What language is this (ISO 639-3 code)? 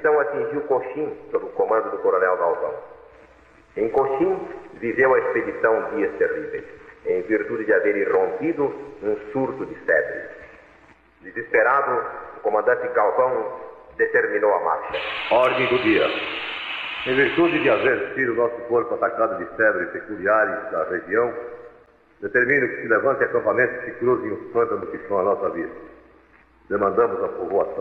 por